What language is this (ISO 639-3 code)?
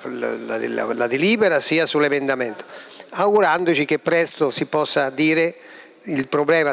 ita